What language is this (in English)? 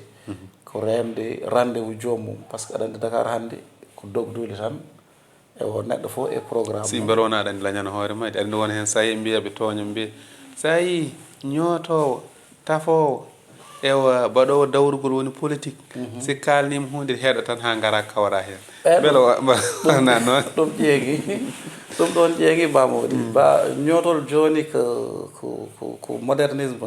Fula